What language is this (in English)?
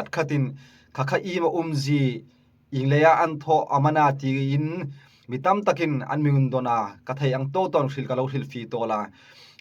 Hmar